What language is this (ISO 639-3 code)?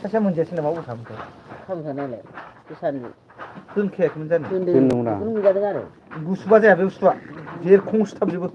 brx